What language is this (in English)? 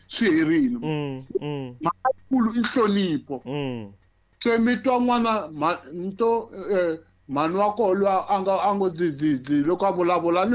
Tsonga